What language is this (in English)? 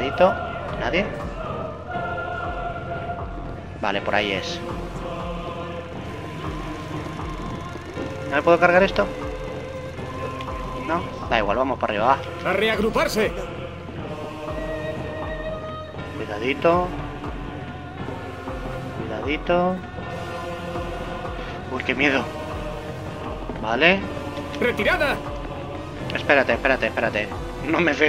Spanish